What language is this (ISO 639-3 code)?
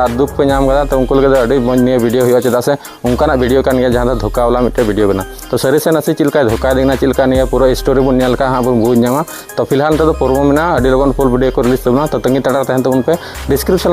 sat